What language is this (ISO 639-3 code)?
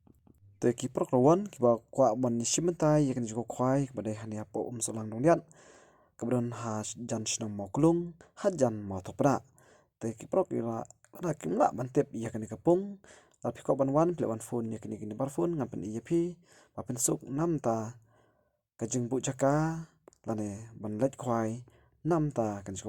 kha